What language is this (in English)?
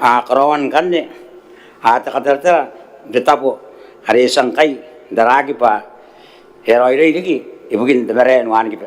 Gilbertese